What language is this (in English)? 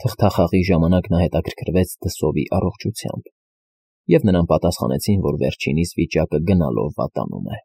Armenian